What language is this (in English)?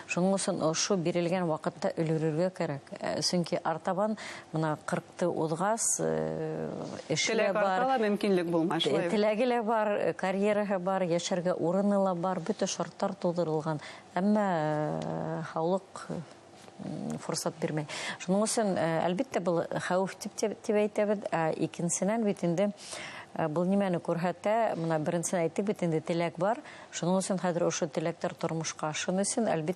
Bashkir